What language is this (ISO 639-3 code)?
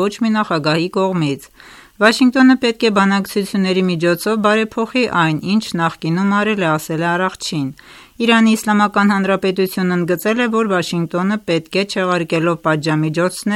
hye